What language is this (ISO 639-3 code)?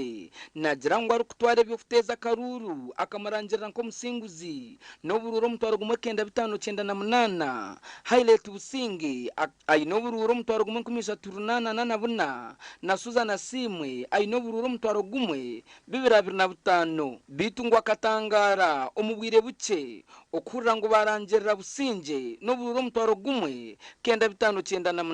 nyn